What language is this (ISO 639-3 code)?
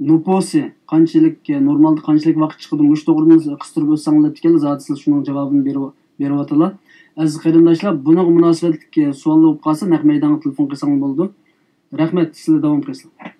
uig